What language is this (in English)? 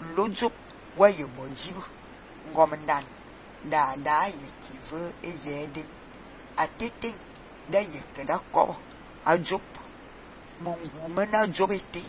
Fang